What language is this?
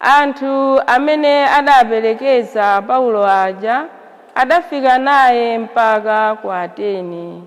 Nyanja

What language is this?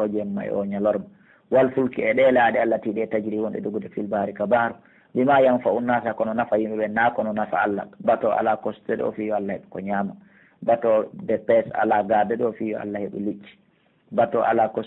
Pular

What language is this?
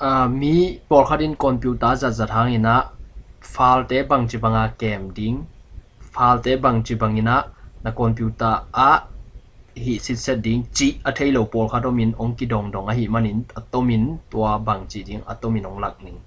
Tedim Chin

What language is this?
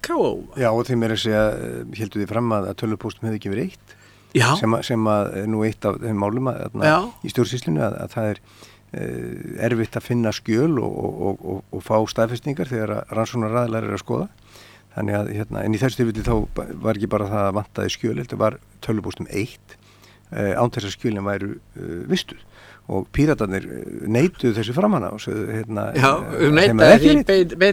Icelandic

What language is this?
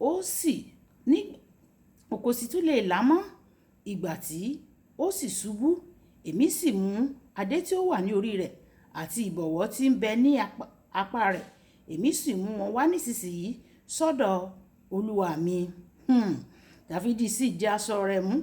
Yoruba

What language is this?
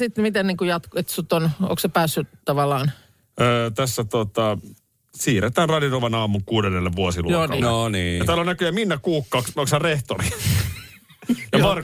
Finnish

